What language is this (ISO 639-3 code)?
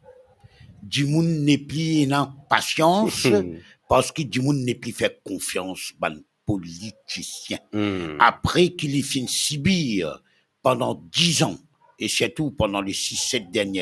mfe